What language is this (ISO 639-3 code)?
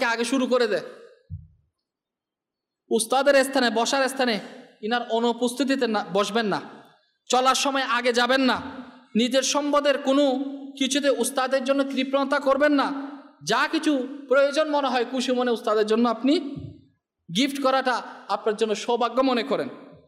ben